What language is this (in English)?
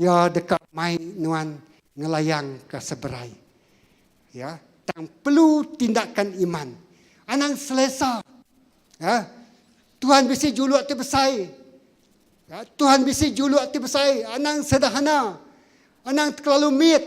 Iban